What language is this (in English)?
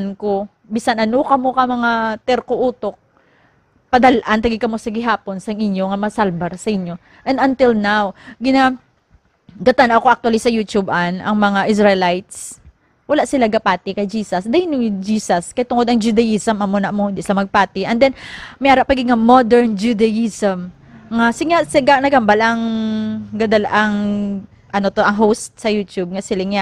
Hiligaynon